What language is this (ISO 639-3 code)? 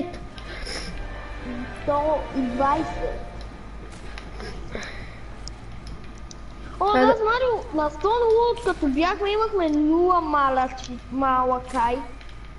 bul